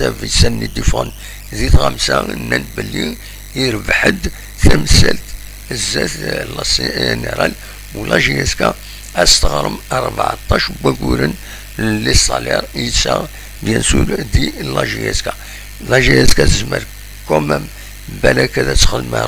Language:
Kabyle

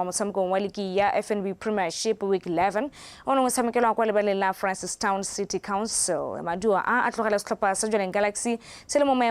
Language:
Tswana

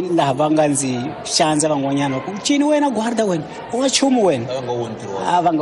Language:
Tsonga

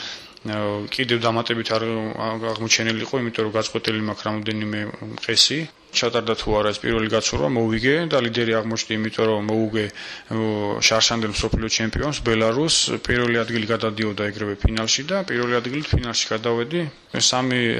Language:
Georgian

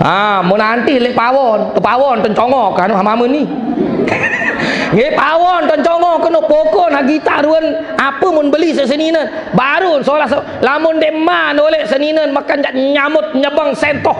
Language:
Sasak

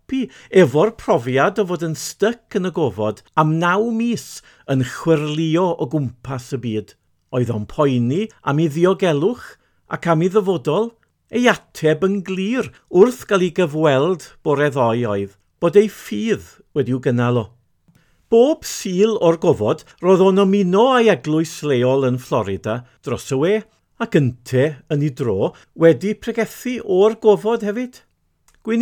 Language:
Welsh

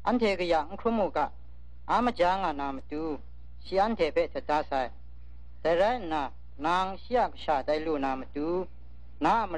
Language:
Kachin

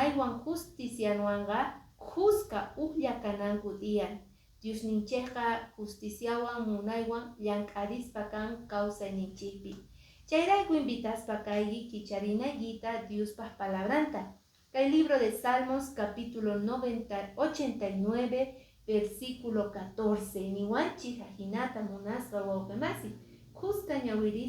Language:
Quechua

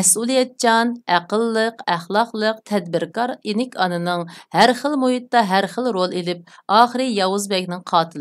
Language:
Uyghur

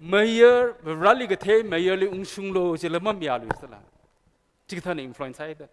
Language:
Tangkhul Naga (India)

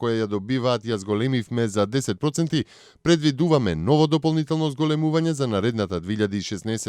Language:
Macedonian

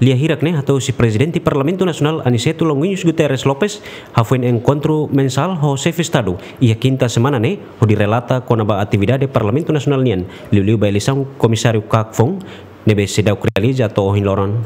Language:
Tetum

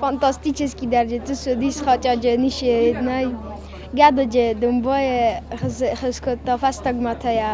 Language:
Ossetic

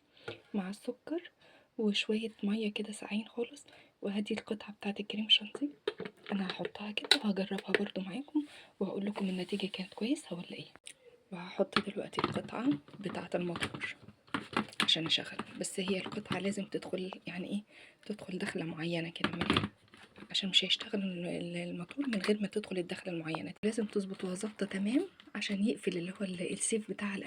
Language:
Egyptian Arabic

